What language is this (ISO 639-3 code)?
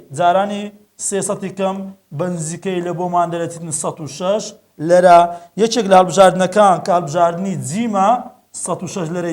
ckb